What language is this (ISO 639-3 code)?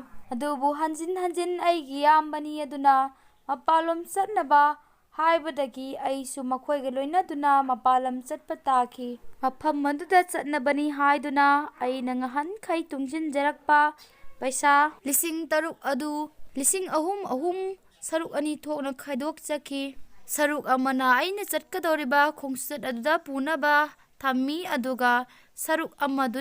mni